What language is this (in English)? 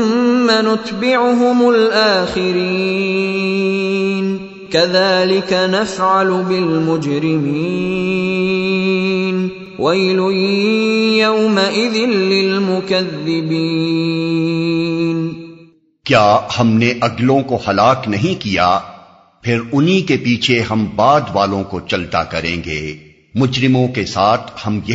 Urdu